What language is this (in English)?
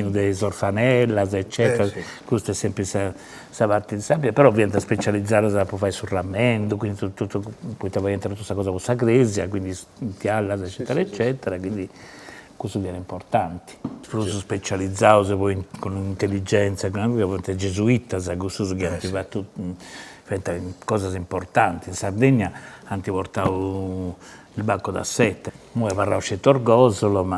Sardinian